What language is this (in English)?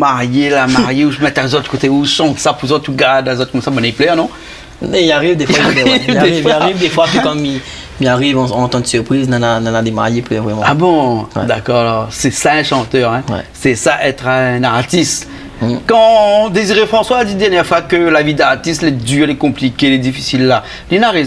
Réunion Creole French